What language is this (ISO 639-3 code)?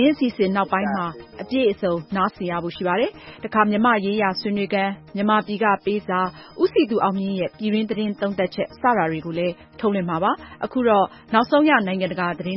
mya